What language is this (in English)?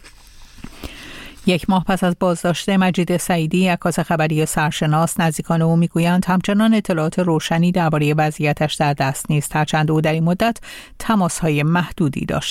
Persian